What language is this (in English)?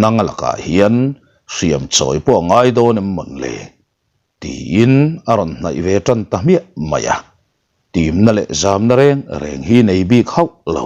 Mizo